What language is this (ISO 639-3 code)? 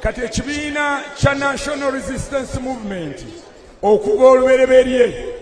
lug